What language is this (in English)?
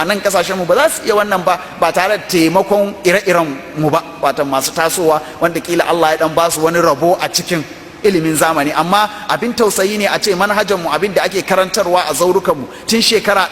Hausa